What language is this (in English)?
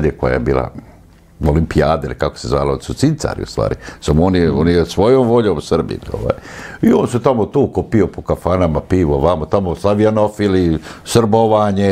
Serbian